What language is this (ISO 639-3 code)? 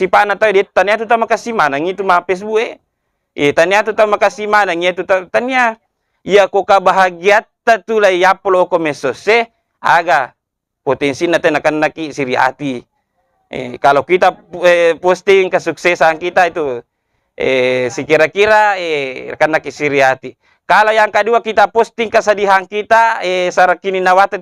bug